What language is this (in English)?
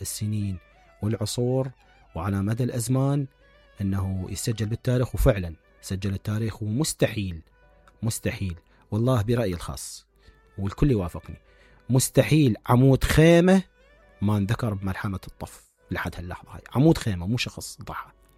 Mesopotamian Arabic